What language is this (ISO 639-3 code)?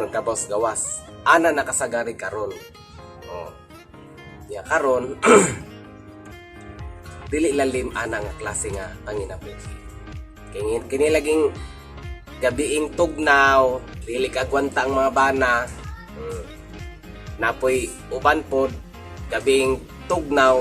ceb